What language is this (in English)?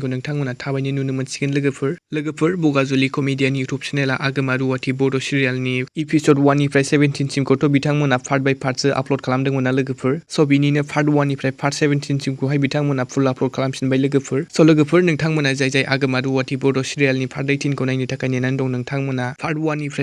Bodo